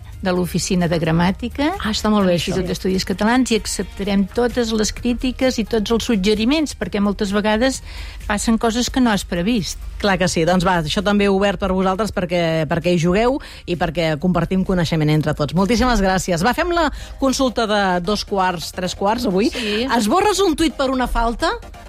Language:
Catalan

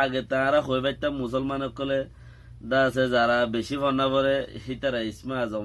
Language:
Rohingya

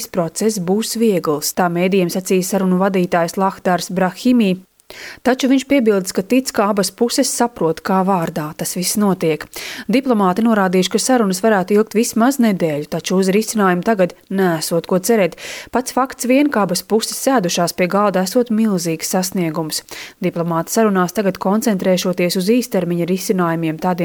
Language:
Latvian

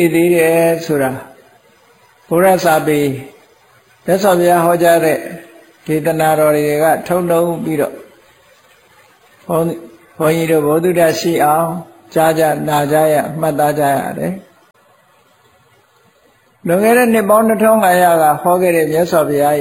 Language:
Burmese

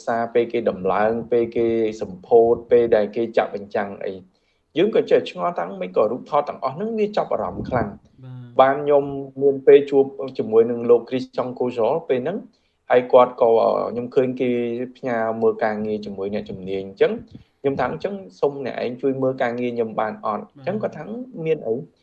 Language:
Khmer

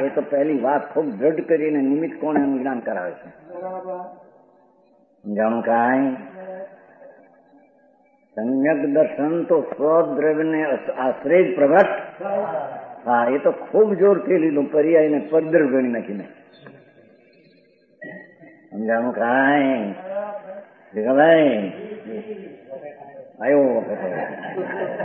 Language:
Gujarati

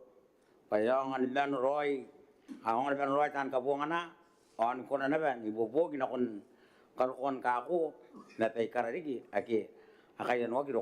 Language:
Gilbertese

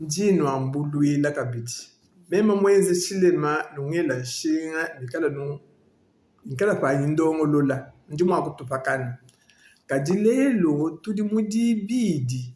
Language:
Luba-Lulua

